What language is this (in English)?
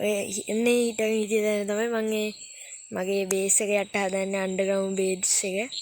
Sinhala